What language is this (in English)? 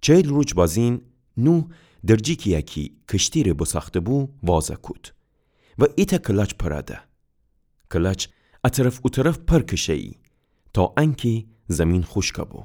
Gilaki